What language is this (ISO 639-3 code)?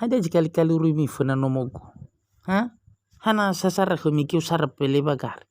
nia